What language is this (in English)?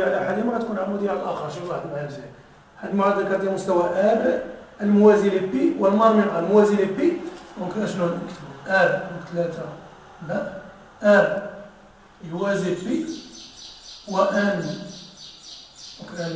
Moroccan Arabic